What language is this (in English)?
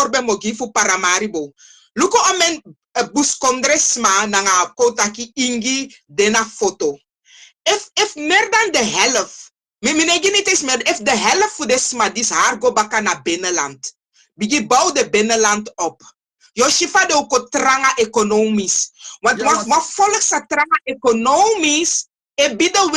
Sranan Tongo